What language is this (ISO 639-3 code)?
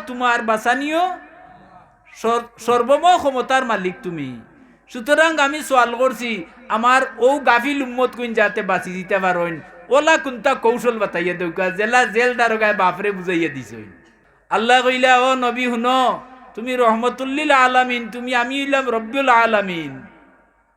syl